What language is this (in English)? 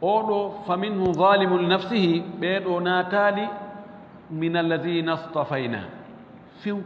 Fula